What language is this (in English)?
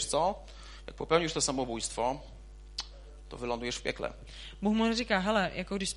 Polish